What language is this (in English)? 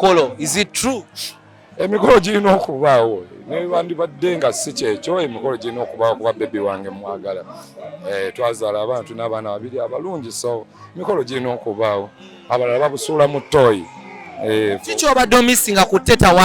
Ganda